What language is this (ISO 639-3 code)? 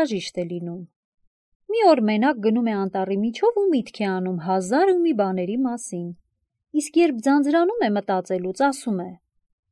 hye